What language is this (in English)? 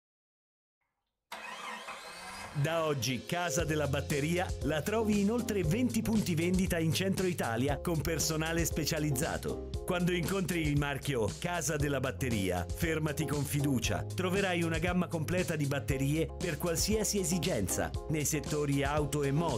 Italian